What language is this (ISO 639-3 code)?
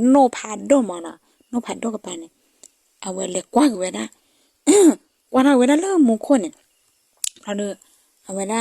ksw